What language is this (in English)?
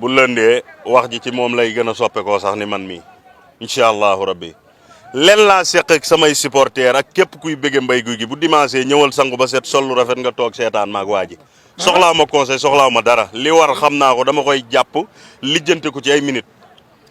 Wolof